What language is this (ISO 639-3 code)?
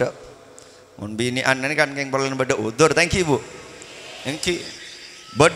mad